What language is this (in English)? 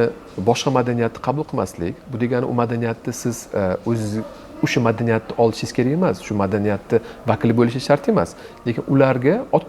Uzbek